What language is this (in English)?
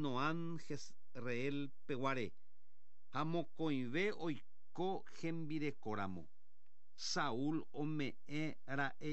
Guarani